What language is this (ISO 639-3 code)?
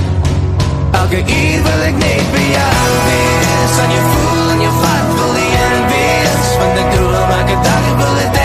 afr